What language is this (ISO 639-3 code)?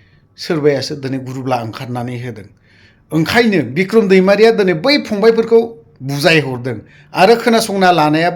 brx